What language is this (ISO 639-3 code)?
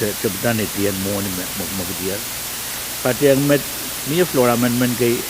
pon